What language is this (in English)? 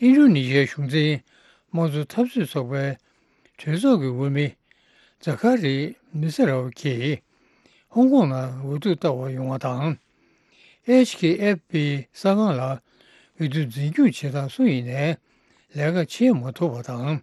Tibetan